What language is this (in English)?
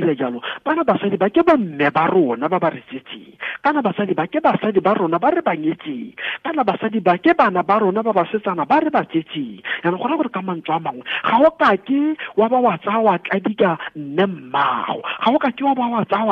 Tswana